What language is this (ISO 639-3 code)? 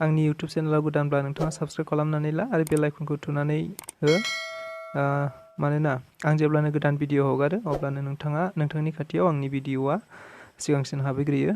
brx